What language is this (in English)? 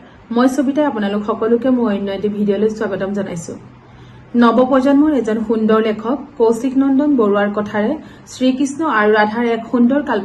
Assamese